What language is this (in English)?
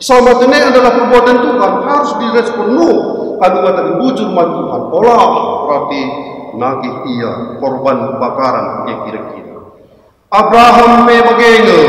Batak Karo